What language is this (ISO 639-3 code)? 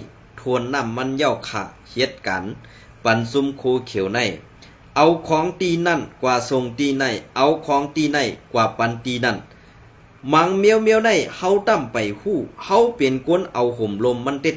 shn